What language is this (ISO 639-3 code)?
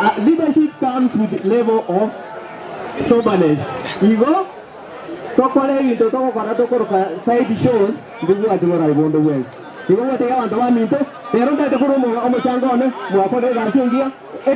guz